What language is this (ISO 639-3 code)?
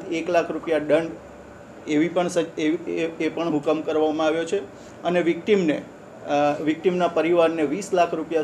guj